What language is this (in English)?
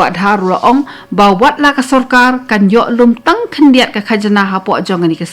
Khasi